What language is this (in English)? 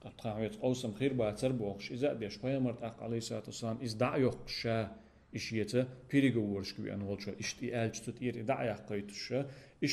Chechen